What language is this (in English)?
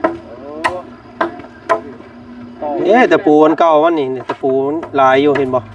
Lao